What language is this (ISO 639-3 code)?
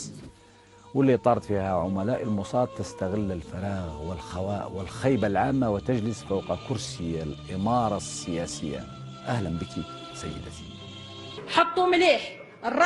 arq